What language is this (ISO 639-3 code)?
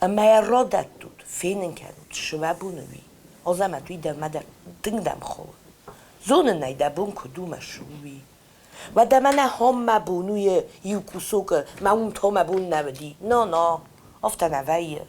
oss